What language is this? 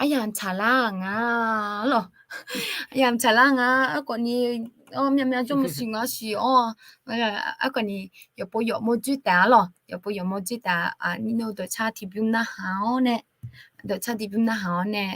Akha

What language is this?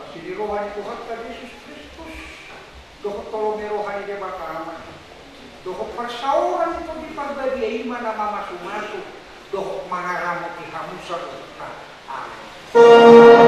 Batak Toba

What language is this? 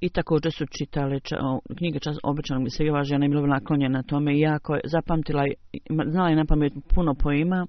Bosnian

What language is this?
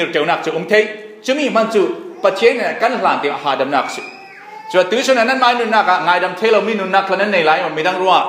Falam Chin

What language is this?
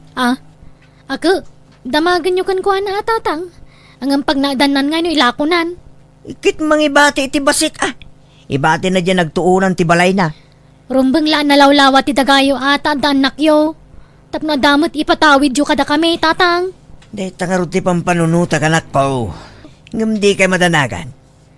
Iloko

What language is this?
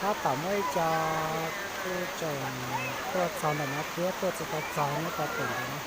Hmong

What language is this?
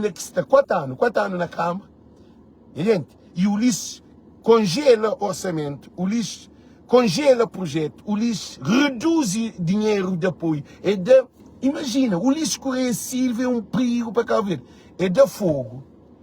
Kabuverdianu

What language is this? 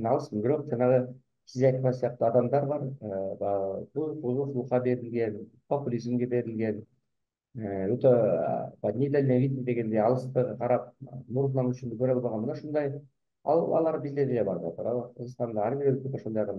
Kyrgyz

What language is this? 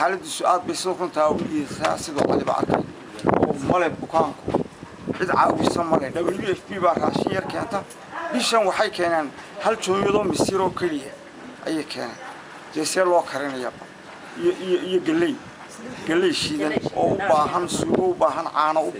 Somali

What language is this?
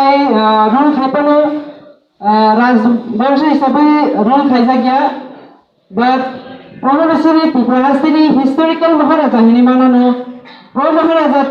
Kok Borok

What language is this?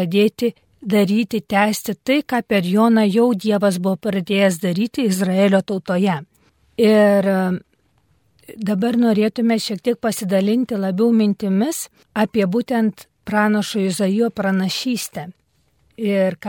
Lithuanian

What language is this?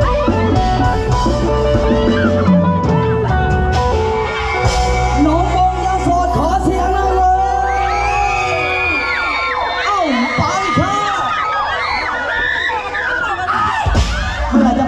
Thai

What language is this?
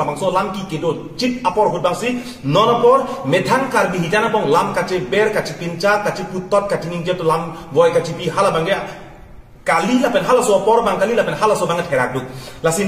Karbi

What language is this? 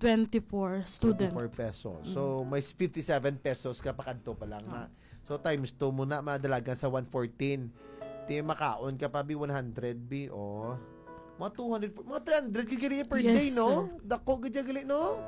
Hiligaynon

